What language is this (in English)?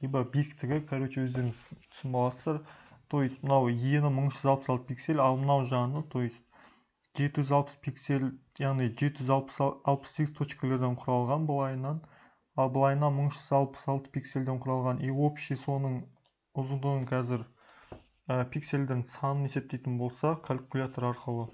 Kazakh